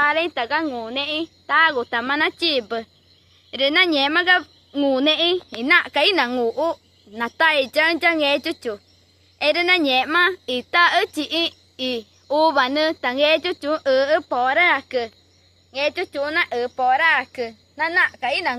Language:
Ticuna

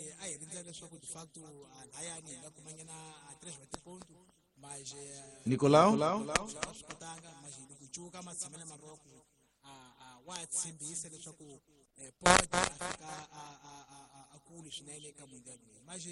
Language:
Tsonga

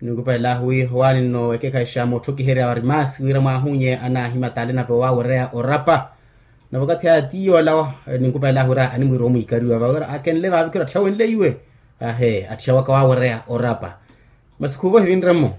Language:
Makhuwa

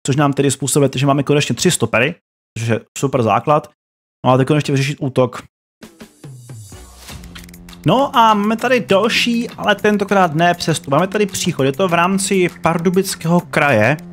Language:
Czech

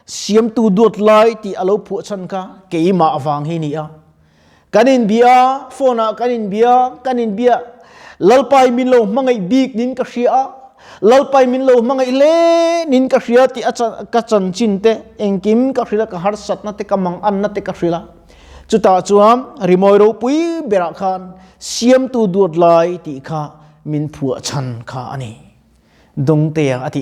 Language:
Mizo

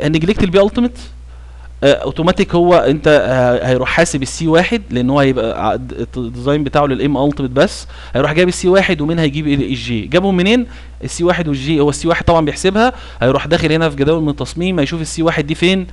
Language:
Egyptian Arabic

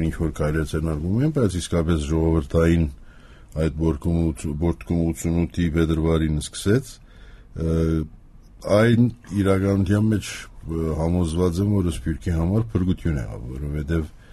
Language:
Armenian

